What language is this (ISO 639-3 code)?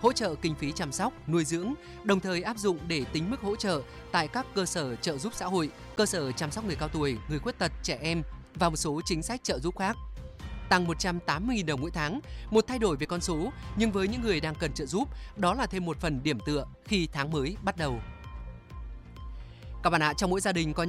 vie